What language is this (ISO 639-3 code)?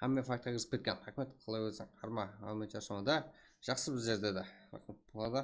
kaa